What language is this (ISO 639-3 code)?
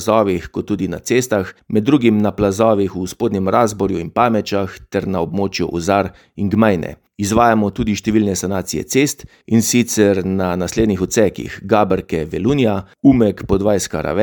slv